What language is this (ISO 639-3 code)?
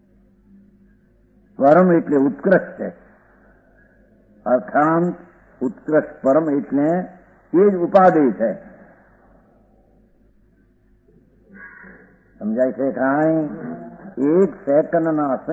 guj